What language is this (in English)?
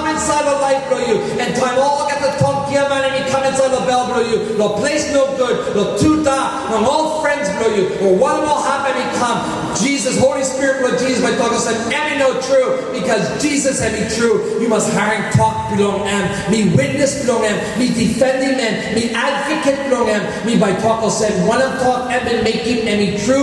Tok Pisin